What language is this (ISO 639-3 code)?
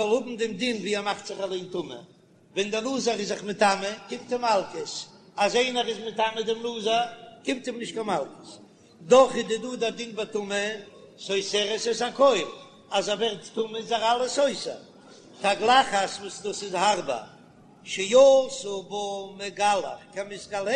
yid